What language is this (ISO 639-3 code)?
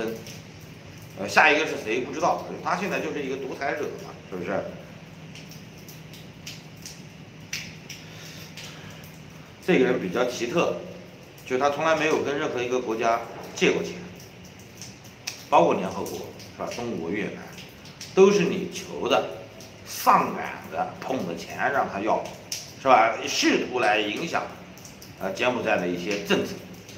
zho